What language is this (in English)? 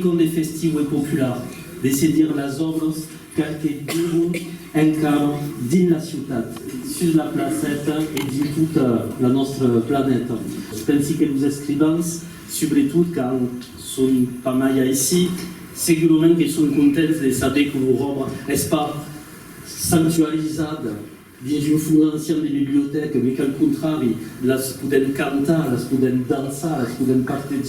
Occitan